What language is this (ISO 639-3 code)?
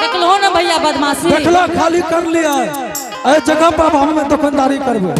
anp